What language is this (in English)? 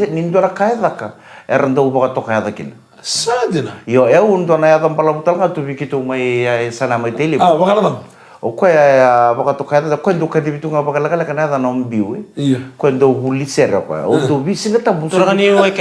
Fijian